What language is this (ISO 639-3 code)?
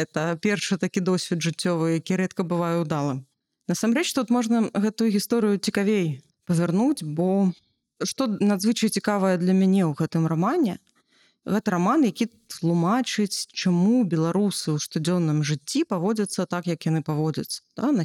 bel